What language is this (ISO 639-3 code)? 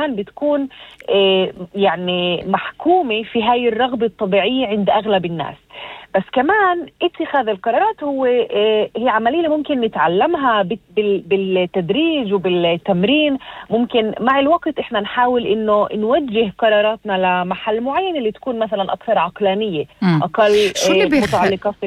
apc